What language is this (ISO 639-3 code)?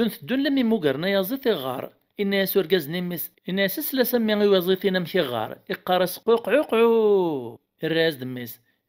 kab